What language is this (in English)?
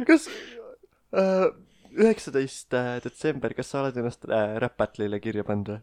Estonian